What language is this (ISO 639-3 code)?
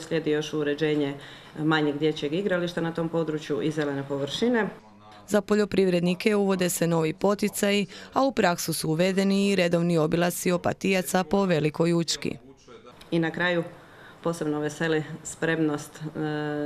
hrv